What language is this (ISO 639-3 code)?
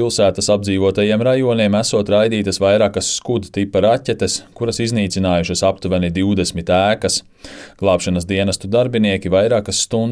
lav